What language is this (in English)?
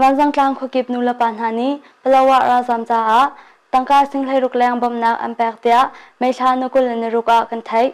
Hakha Chin